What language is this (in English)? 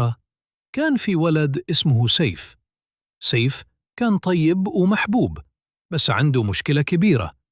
Egyptian Arabic